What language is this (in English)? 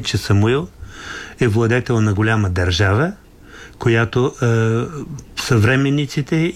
Bulgarian